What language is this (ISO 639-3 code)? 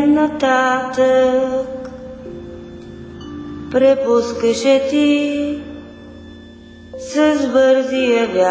bul